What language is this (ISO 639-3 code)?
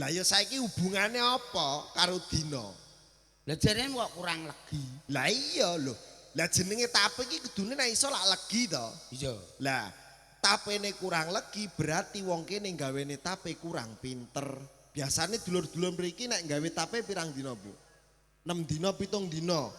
jav